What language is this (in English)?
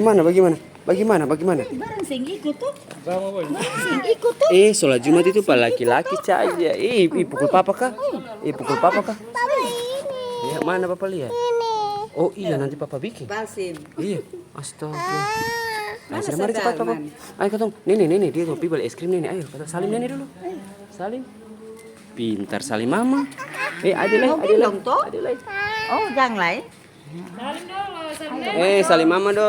Ambonese Malay